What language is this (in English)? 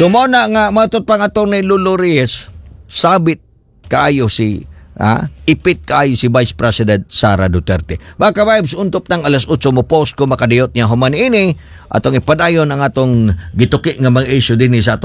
Cebuano